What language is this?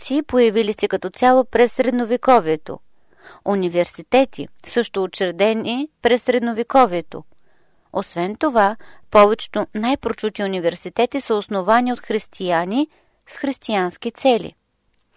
Bulgarian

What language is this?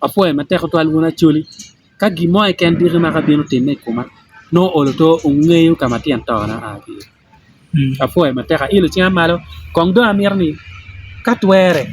Acoli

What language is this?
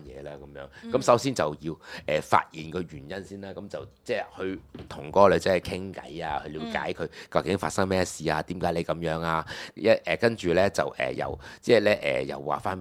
Cantonese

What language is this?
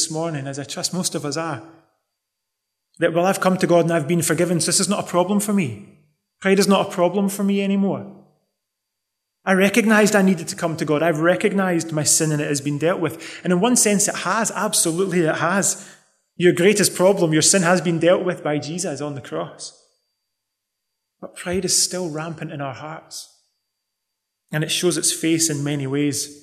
English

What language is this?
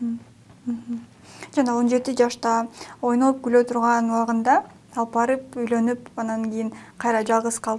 Kyrgyz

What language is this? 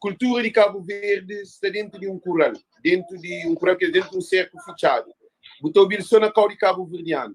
Kabuverdianu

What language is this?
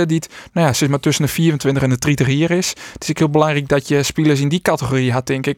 Western Frisian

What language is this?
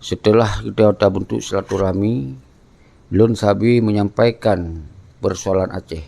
Achinese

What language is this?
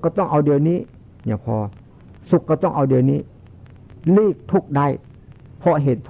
Northeastern Thai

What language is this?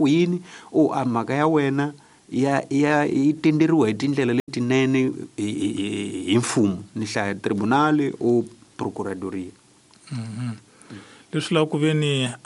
Tsonga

